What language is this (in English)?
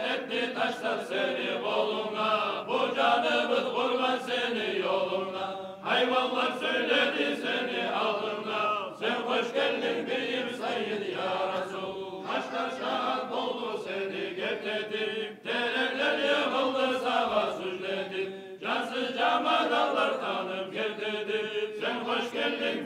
Kumyk